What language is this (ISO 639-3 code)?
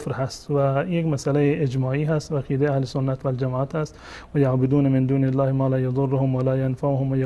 fas